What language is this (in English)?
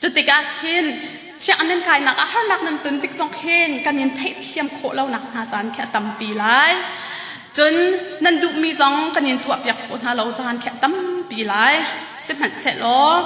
Hakha Chin